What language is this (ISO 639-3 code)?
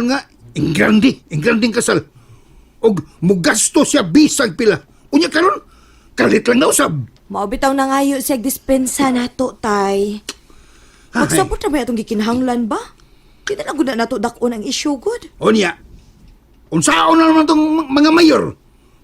ceb